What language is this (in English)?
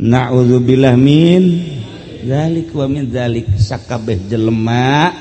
Sundanese